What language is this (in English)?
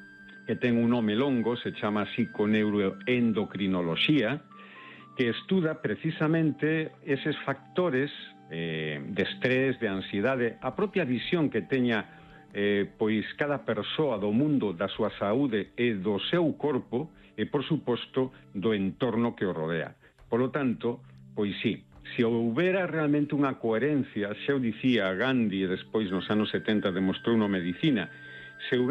Galician